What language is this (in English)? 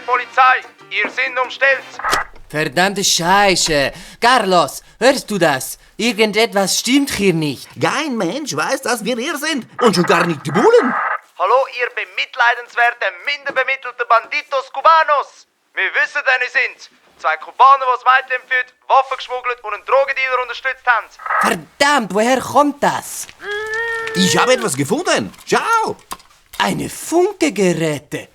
Swiss German